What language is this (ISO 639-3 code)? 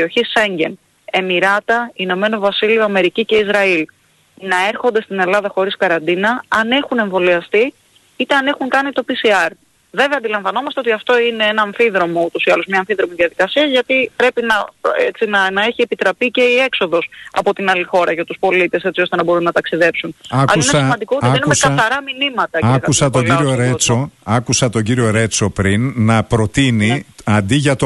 ell